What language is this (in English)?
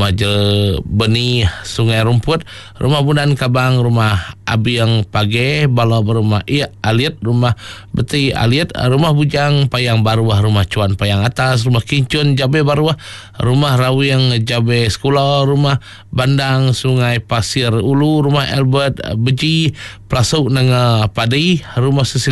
Iban